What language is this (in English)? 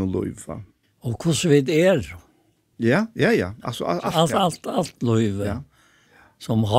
Faroese